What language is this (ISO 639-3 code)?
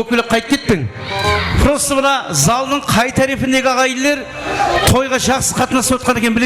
kaa